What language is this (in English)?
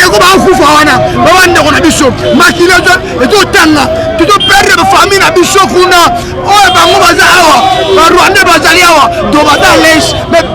Lingala